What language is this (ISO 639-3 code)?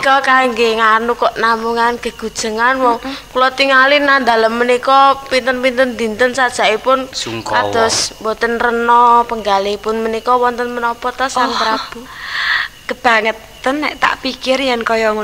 jav